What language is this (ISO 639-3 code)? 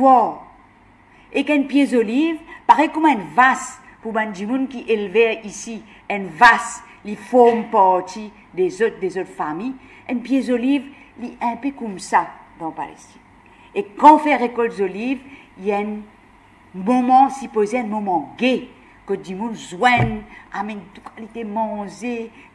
mfe